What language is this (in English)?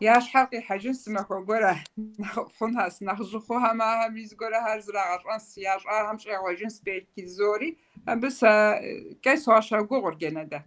Kabardian